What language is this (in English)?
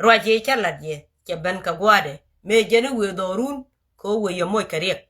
Nuer